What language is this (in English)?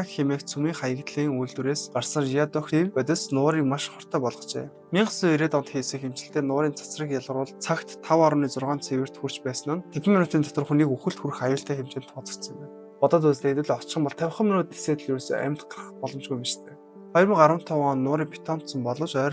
Mongolian